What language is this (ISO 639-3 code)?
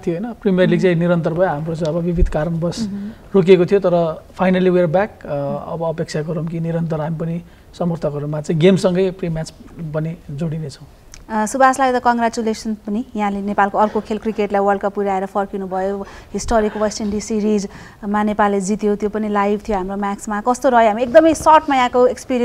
nep